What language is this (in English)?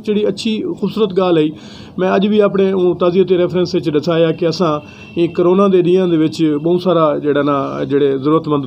Saraiki